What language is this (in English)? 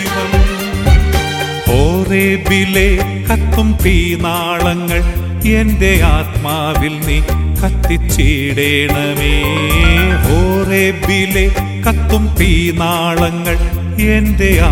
Malayalam